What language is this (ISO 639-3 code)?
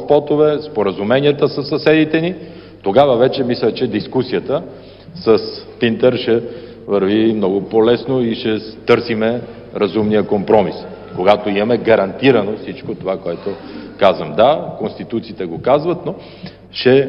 bul